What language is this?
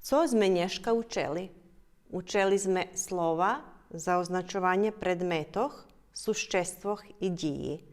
Rusyn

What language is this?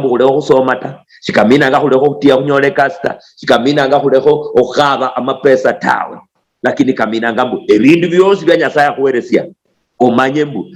Luyia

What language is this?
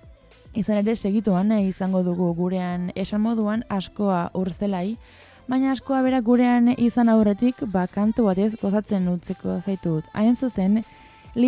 Basque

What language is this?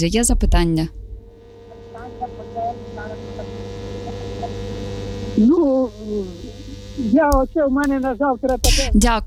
Ukrainian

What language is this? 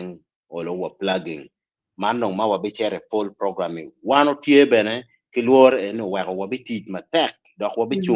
Acoli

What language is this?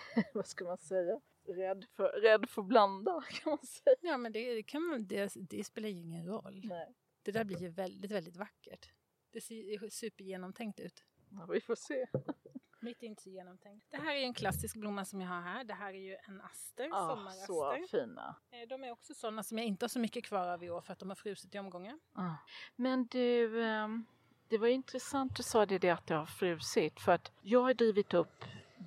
Swedish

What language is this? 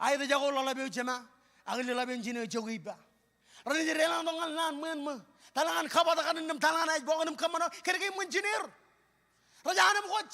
Marshallese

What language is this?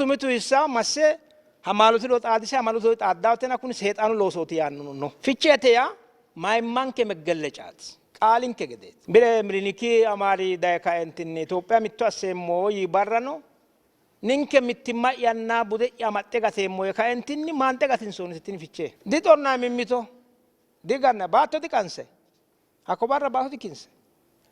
Sidamo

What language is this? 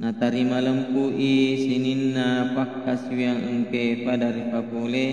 Buginese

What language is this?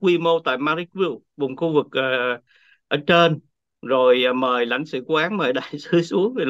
Vietnamese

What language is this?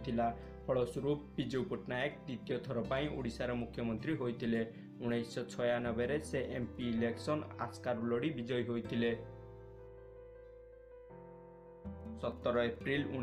Odia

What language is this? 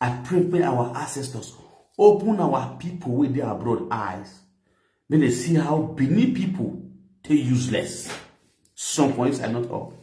Nigerian Pidgin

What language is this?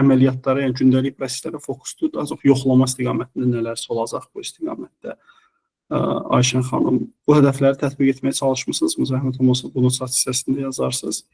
Azerbaijani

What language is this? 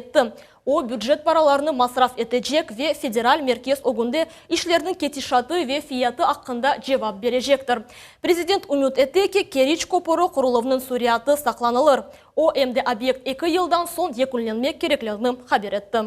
Crimean Tatar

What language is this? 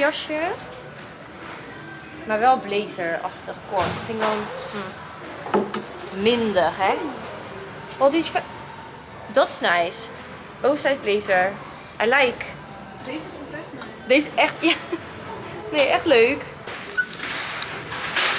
Dutch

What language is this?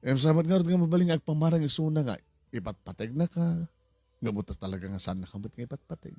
Iloko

